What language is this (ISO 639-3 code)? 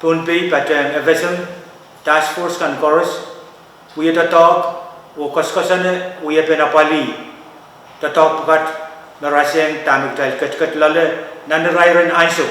pon